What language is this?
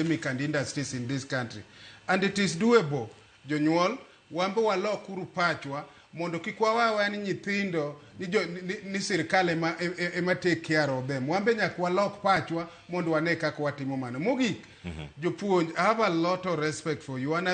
Luo (Kenya and Tanzania)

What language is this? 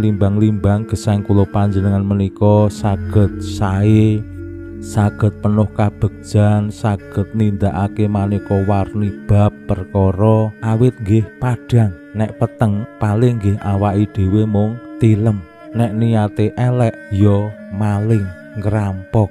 Javanese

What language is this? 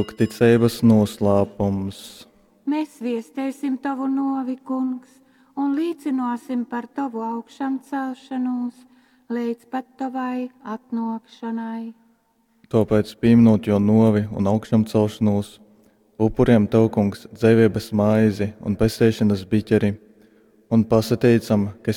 Latgalian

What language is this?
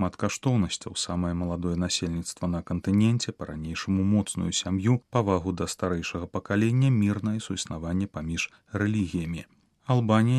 Belarusian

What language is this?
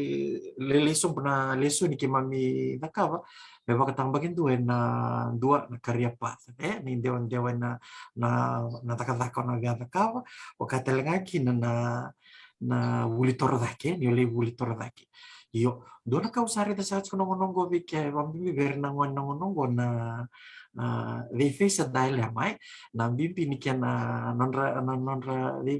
Fijian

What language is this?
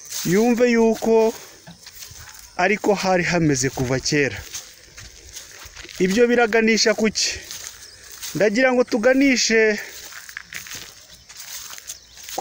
Kinyarwanda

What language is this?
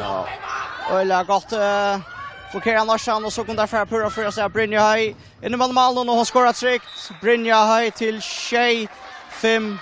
Faroese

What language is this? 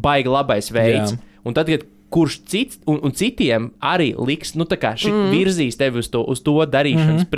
Latvian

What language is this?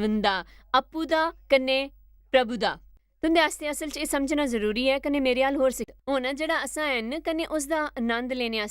Dogri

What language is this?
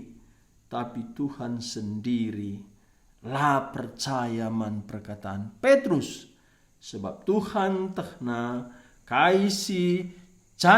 Batak Karo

